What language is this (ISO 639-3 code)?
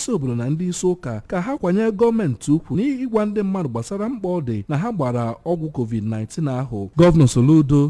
ibo